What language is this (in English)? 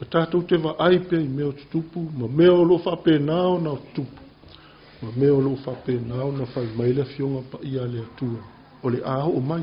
Samoan